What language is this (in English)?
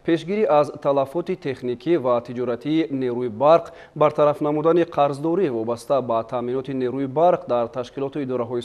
Tajik